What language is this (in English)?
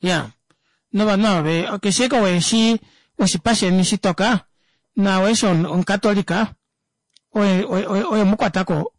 Kuanyama